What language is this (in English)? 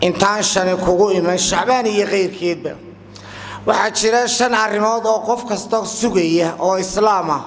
Somali